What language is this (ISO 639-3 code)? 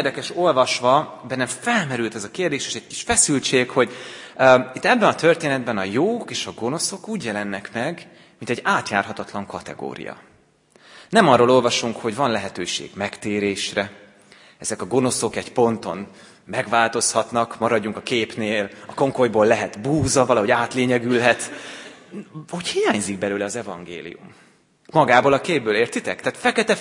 hun